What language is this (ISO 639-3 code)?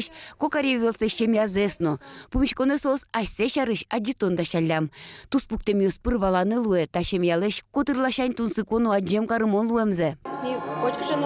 udm